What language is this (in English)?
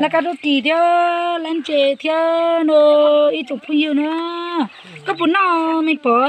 Hmong